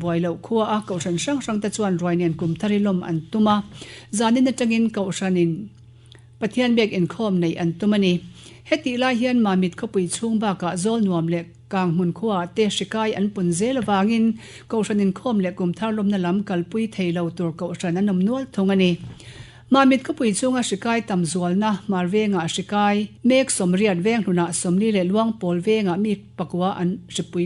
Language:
Mizo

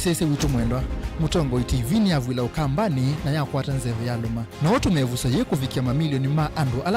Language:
Kamba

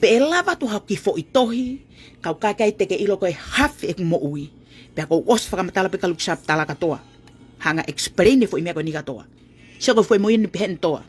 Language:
Tongan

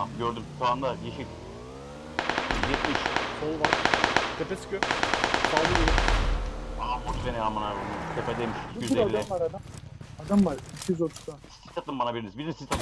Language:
Turkish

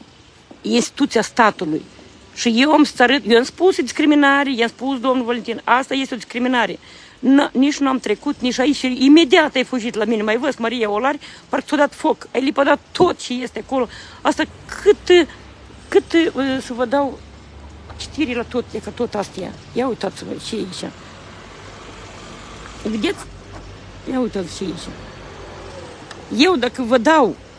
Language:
Romanian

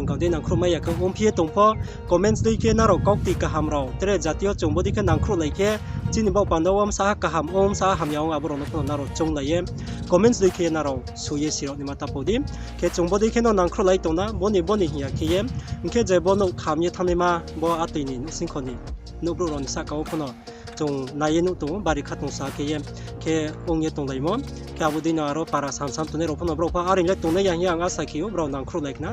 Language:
Riang (India)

